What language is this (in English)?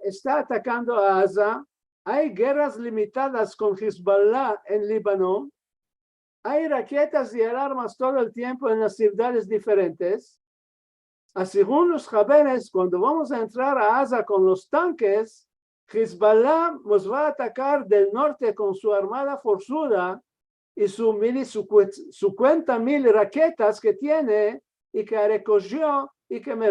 Ladino